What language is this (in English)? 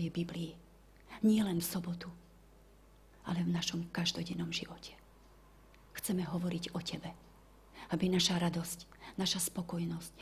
Slovak